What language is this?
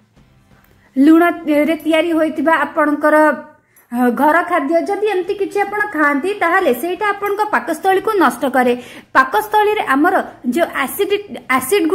Odia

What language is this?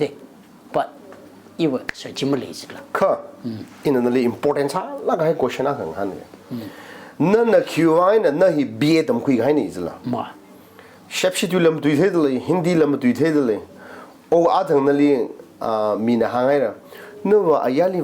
Tangkhul Naga (India)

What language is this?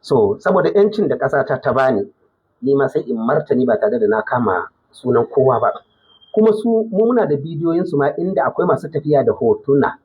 Hausa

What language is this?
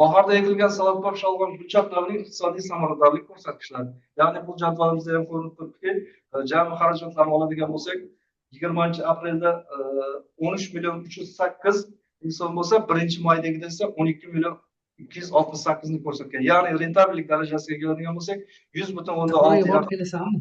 Uzbek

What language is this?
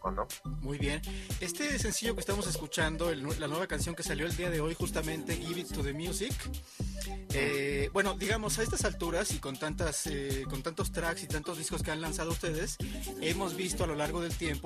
Spanish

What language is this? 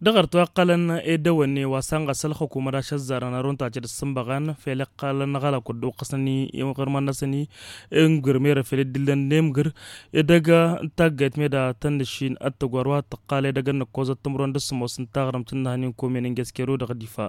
Tamasheq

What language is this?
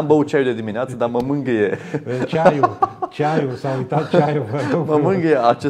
Romanian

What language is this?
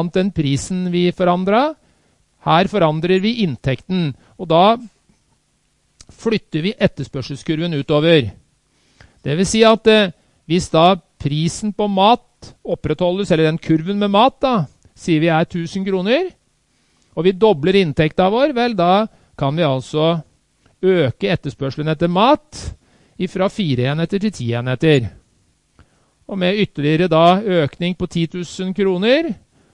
Norwegian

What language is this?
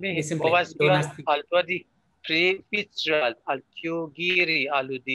Esperanto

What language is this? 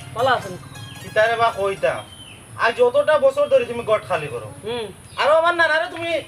Sylheti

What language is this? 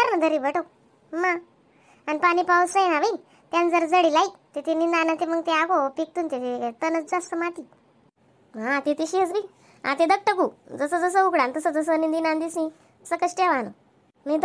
Khandesi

